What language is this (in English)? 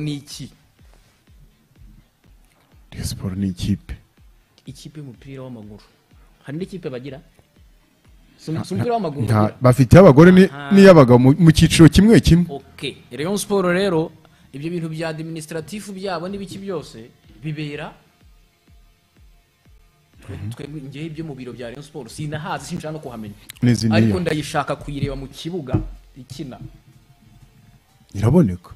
Kinyarwanda